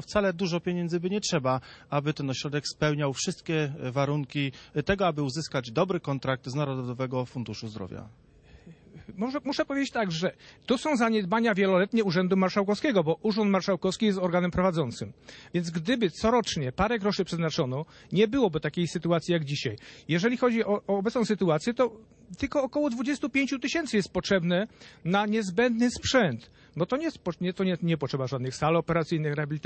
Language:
Polish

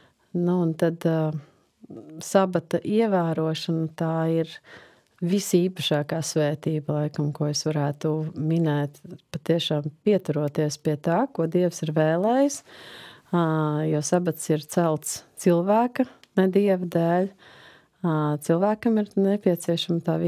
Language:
Latvian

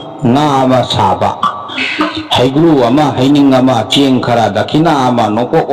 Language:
Manipuri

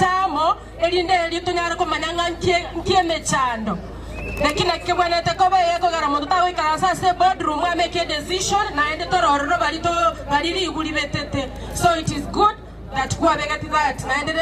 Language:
Gusii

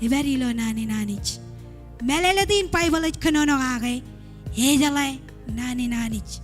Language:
Marshallese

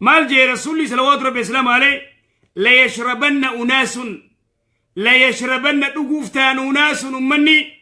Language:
Oromo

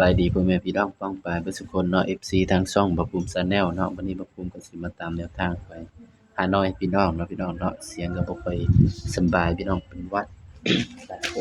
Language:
Northeastern Thai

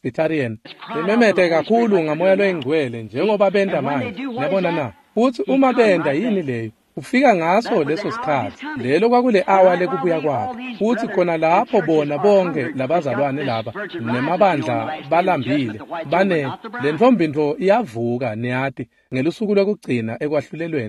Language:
Swati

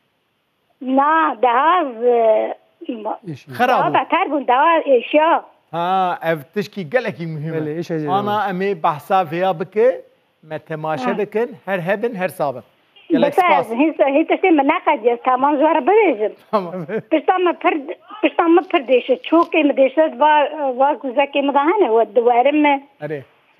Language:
Kurdish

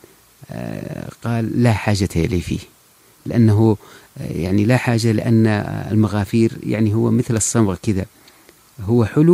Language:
Najdi Arabic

